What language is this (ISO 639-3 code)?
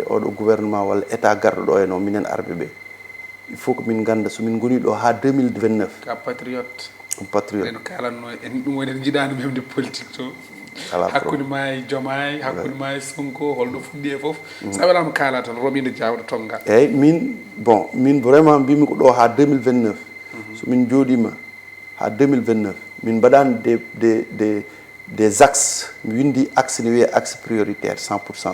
ful